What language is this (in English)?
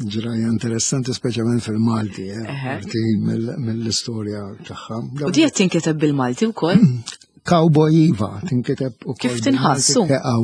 Maltese